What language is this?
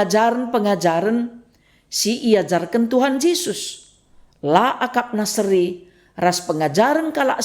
Batak Karo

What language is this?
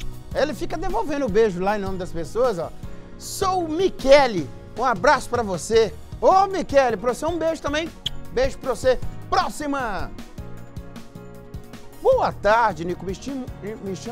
Portuguese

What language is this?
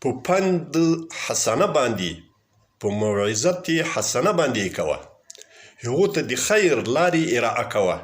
Pashto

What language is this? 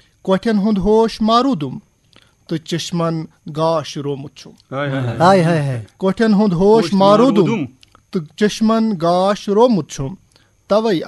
Kashmiri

